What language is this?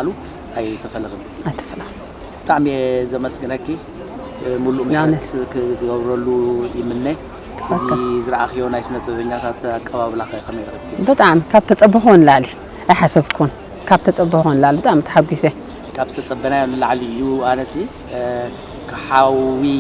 Tigrinya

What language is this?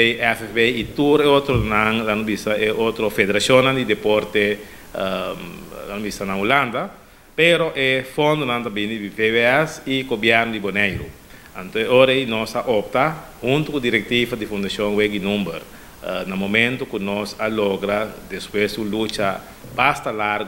Papiamento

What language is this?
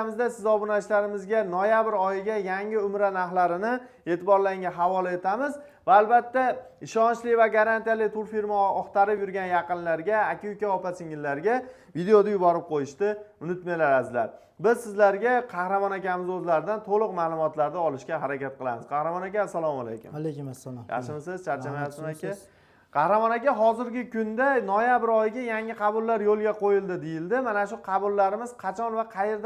Uzbek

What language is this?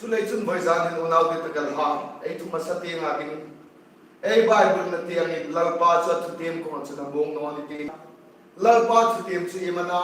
Hmar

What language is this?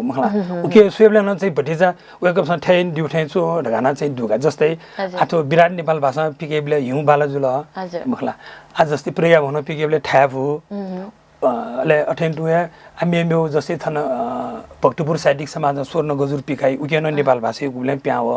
Newari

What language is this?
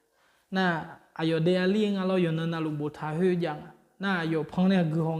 Akha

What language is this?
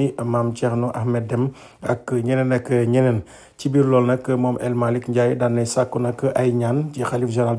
Wolof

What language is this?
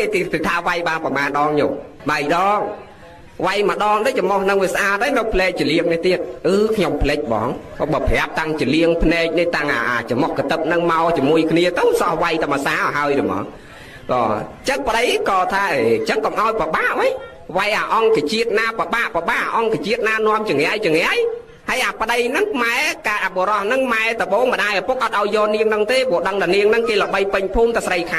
Khmer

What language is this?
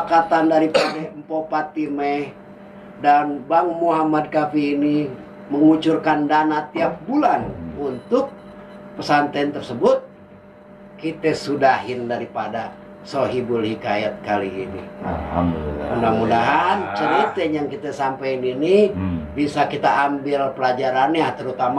Betawi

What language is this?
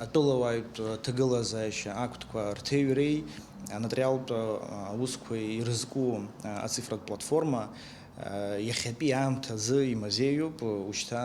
Abkhazian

